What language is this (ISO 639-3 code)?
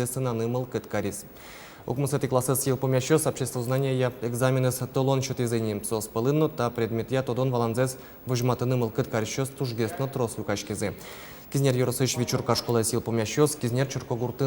udm